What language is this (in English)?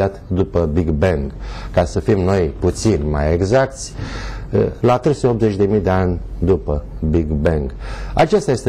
Romanian